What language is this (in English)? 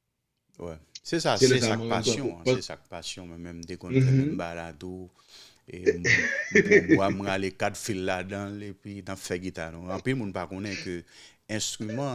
Haitian Creole